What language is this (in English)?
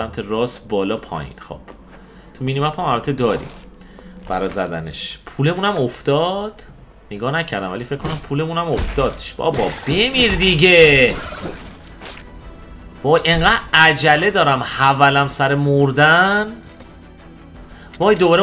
Persian